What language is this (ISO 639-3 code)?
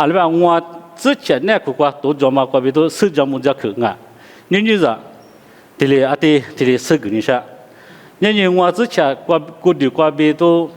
lis